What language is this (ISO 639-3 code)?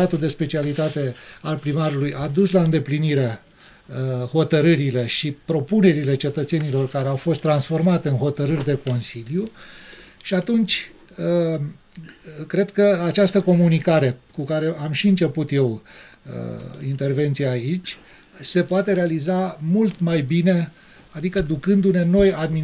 ron